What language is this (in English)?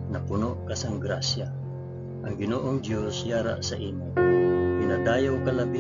Hiligaynon